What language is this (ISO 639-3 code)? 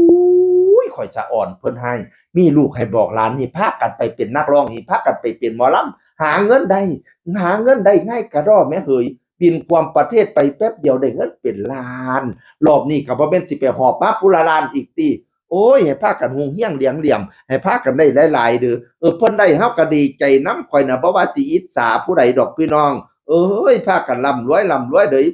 tts